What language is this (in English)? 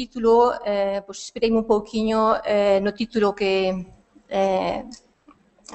Galician